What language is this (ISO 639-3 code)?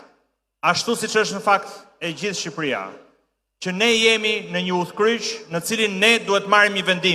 sqi